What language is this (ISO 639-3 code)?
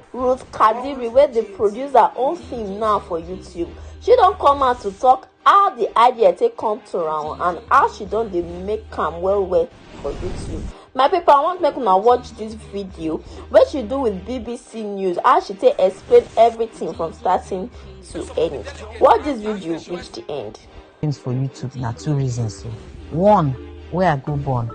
pcm